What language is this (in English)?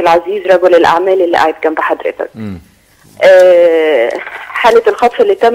Egyptian Arabic